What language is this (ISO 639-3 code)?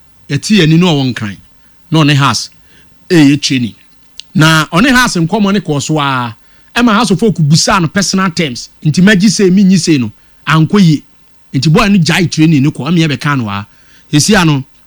aka